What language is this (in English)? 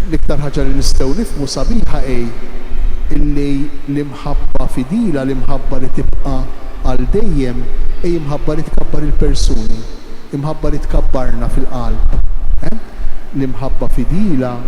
Maltese